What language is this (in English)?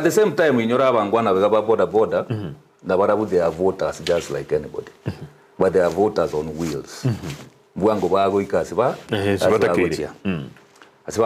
Gusii